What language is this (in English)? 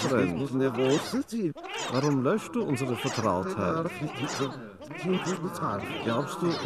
German